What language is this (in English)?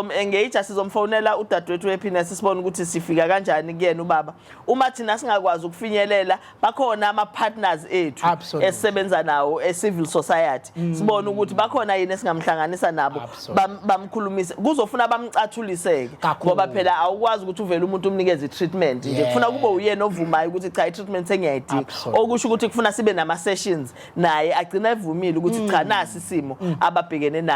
Zulu